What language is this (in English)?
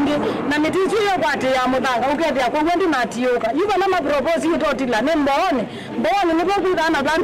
Kamba